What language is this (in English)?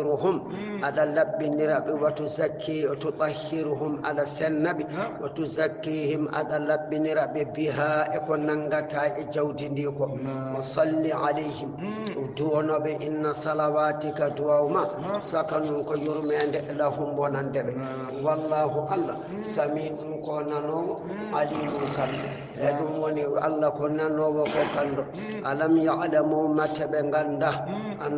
Fula